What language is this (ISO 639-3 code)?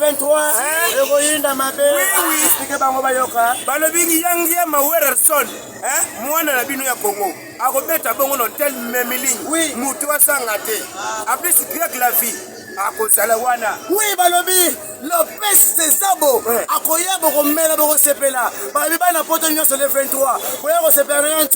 lin